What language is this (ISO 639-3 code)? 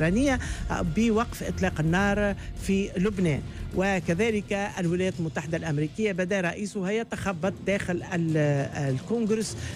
aeb